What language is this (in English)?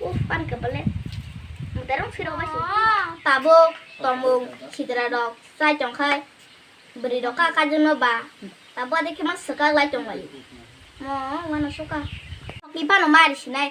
Kok Borok